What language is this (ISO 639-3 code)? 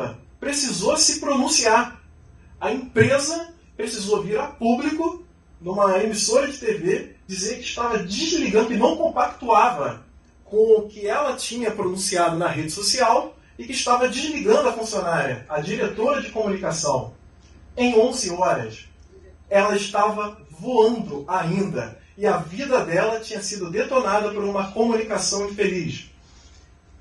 por